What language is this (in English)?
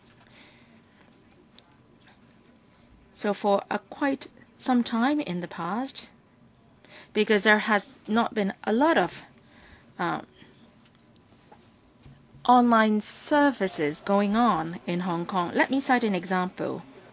English